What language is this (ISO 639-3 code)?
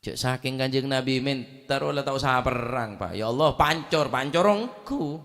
mad